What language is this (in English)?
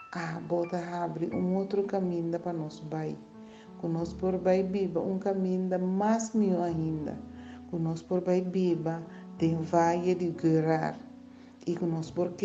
Papiamento